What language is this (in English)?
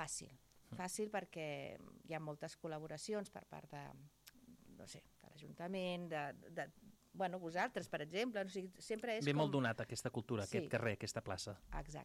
Catalan